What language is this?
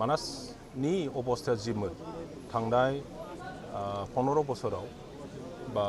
Bodo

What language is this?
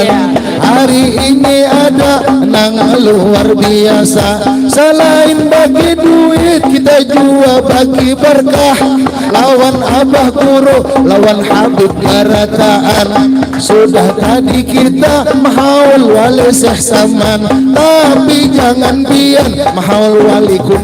Banjar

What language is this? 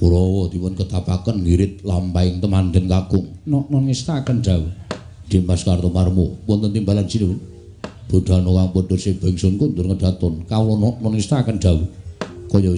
Javanese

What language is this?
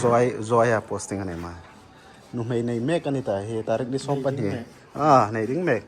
Hmar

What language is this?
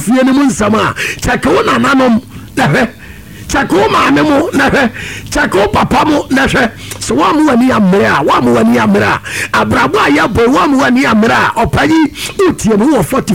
Akan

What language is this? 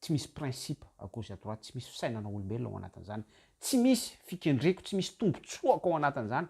Malagasy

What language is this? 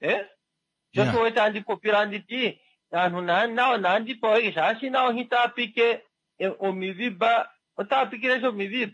Kuanyama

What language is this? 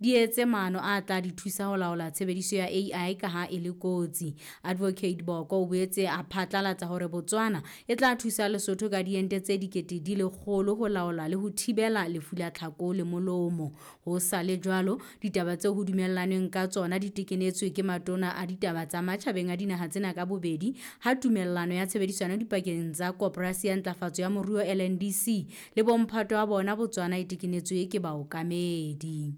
Southern Sotho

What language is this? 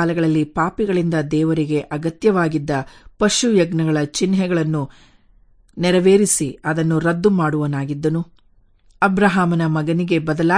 Kannada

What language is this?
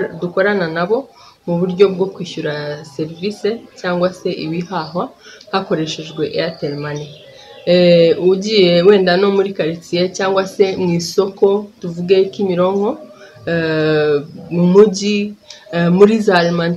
Kinyarwanda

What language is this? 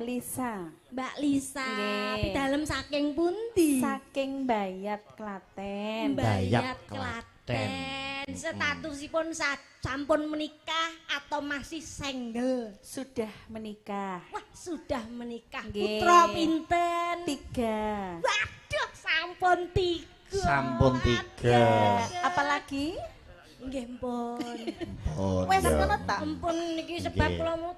Javanese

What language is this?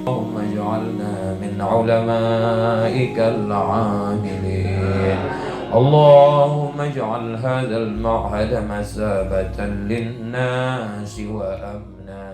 Achinese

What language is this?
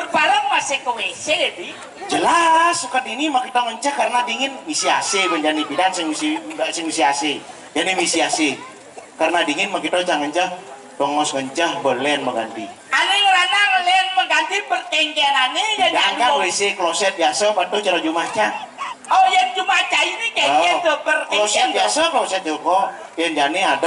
Balinese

